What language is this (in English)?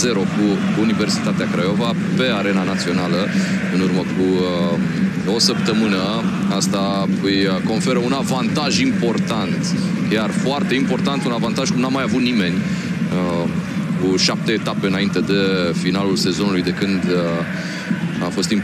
Romanian